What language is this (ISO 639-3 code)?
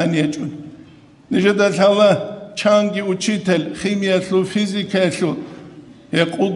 ava